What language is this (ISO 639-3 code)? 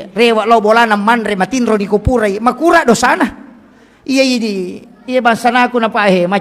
bug